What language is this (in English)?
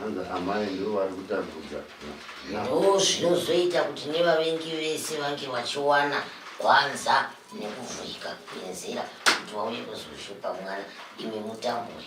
Shona